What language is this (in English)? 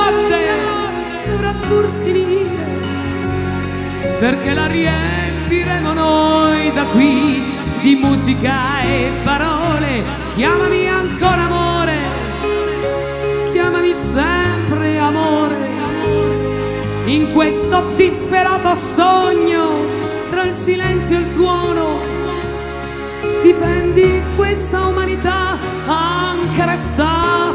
Italian